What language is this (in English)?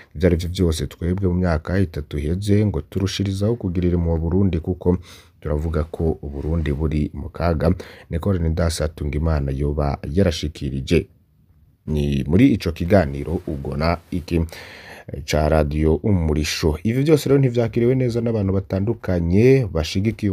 Rundi